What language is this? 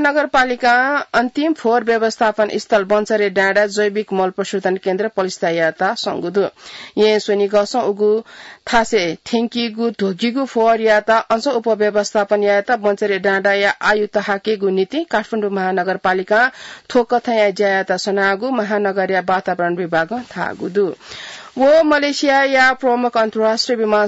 Newari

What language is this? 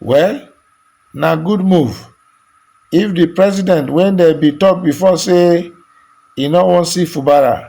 Nigerian Pidgin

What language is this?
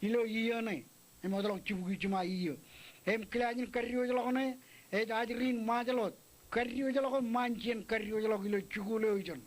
Marshallese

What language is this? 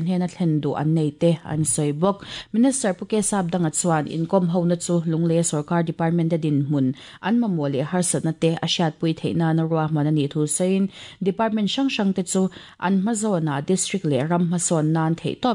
Mizo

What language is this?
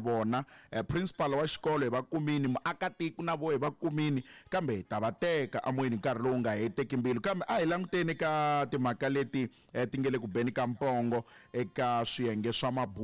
Tsonga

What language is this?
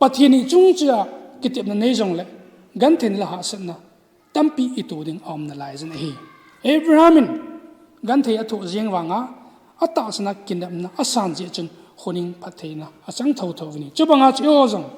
Thado Chin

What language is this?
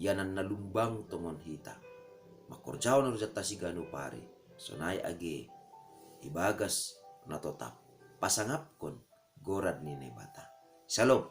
Batak Simalungun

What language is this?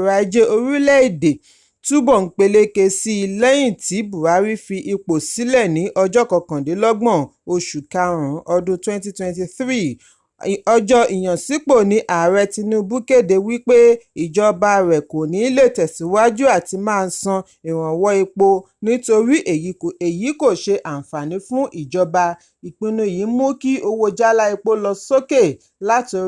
Yoruba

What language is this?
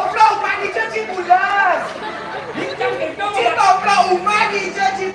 Balinese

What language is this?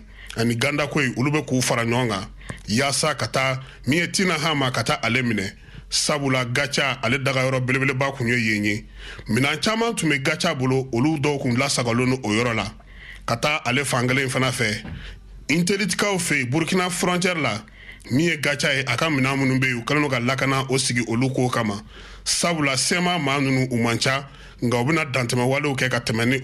Bambara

